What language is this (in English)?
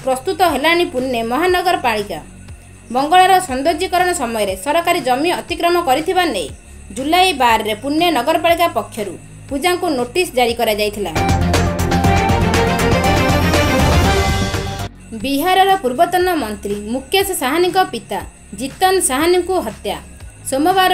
Odia